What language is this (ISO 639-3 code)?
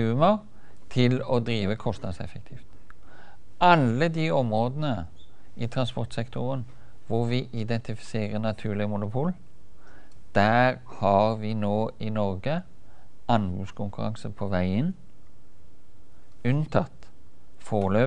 nor